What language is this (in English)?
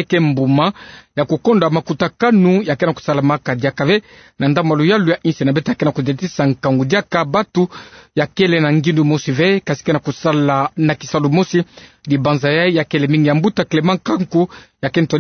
Kituba (Democratic Republic of Congo)